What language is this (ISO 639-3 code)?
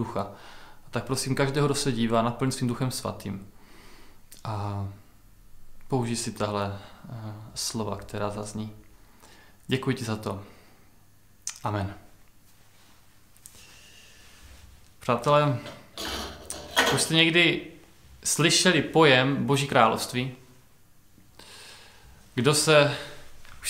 ces